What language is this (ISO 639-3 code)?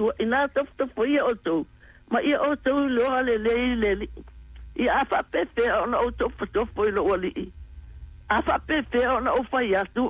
smo